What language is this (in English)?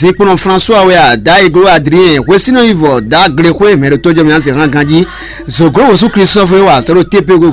Fon